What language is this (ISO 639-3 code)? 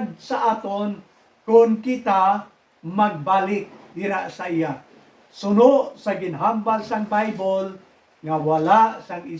hil